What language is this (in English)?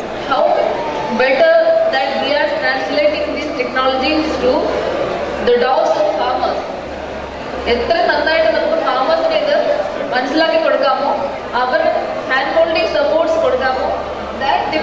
Malayalam